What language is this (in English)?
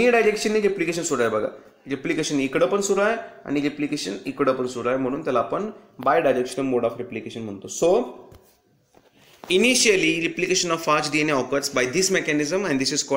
Marathi